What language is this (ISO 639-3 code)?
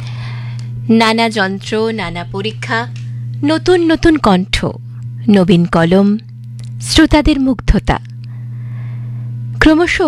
ben